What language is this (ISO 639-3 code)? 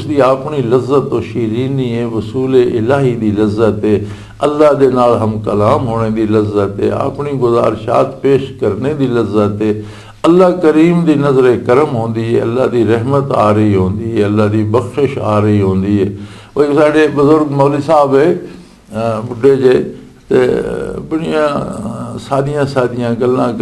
lah